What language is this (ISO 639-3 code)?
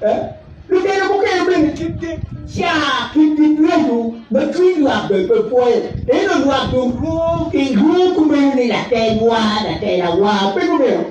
ach